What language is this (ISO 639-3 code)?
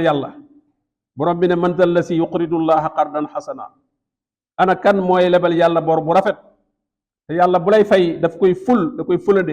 wol